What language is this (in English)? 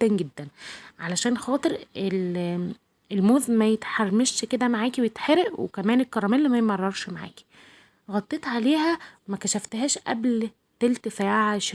Egyptian Arabic